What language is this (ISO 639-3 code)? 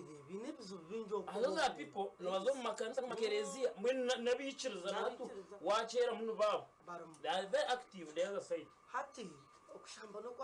nyn